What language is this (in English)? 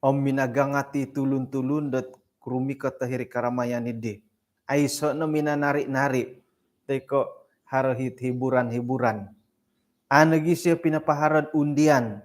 Central Dusun